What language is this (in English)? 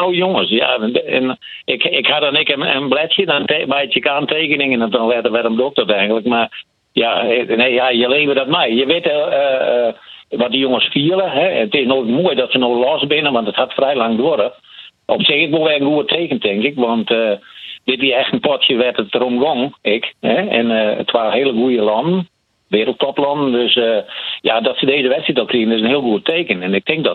Western Frisian